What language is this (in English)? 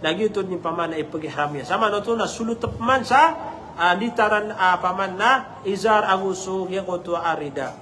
Maranao